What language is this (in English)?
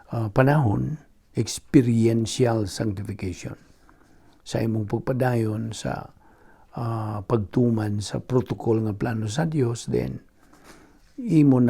Cebuano